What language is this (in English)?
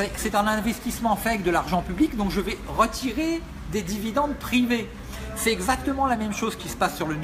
French